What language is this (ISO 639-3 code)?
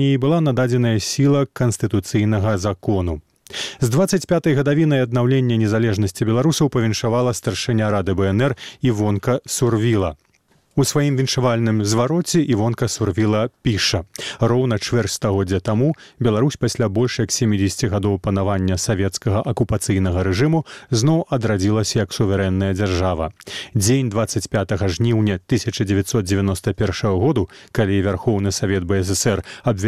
bel